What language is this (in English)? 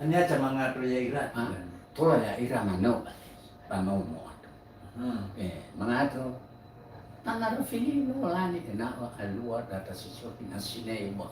Nias